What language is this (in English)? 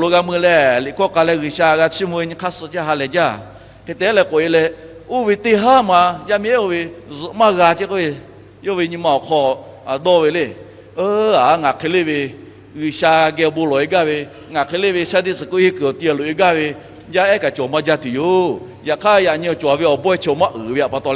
Lahu